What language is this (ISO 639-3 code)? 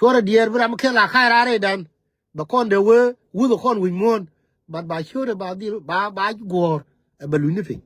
nus